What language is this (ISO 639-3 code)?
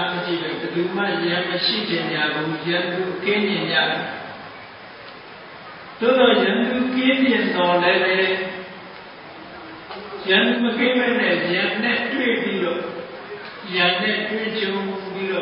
mya